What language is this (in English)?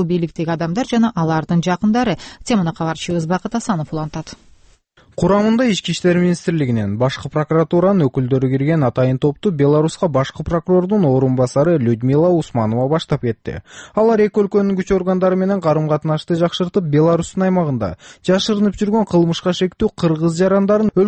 Kyrgyz